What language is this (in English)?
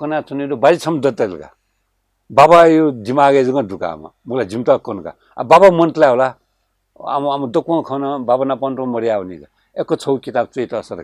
Newari